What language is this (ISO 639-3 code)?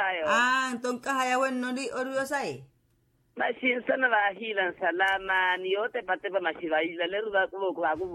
vmw